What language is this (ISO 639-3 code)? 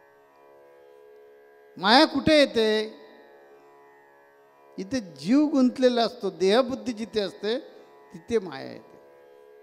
mar